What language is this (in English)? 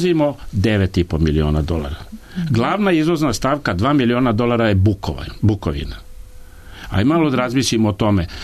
Serbian